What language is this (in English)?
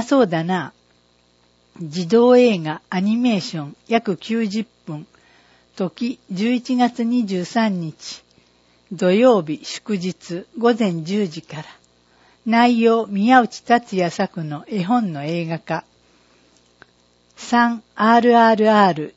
Japanese